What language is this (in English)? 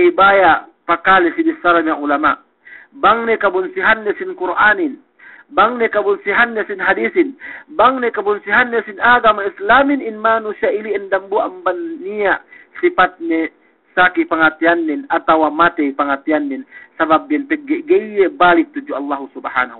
Yakan